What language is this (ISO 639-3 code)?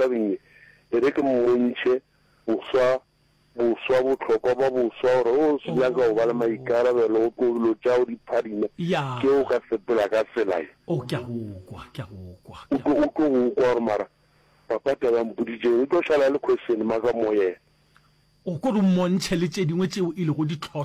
nso